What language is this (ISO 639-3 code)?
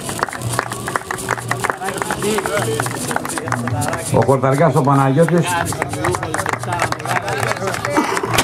ell